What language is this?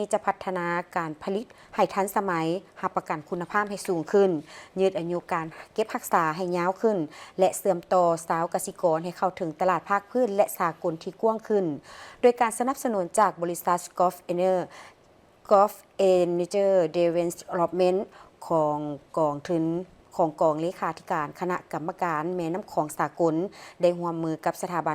Lao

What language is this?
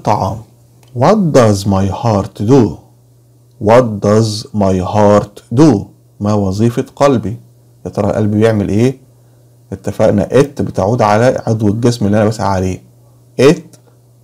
Egyptian Arabic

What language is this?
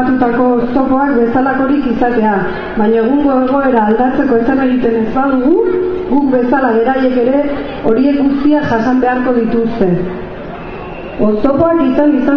Basque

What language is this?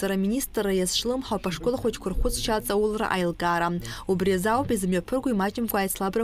Abkhazian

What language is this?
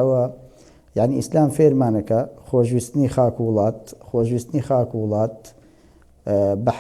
Central Kurdish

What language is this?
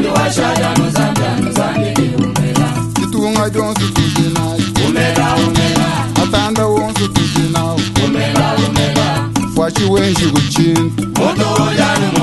Luba-Lulua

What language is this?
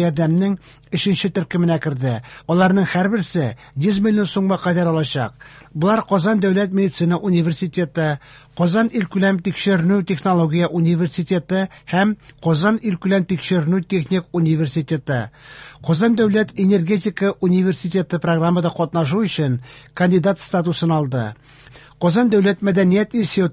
Tatar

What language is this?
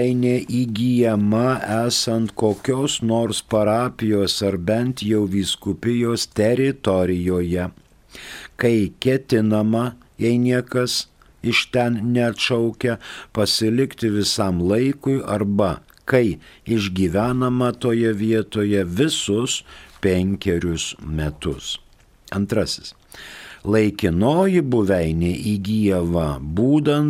Lithuanian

